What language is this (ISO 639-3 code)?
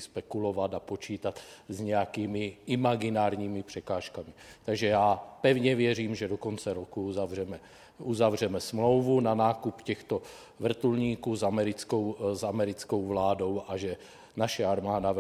ces